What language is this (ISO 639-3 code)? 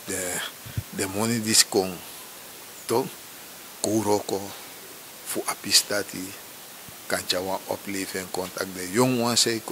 srn